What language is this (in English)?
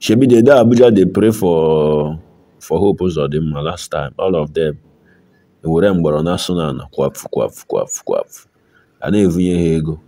Nigerian Pidgin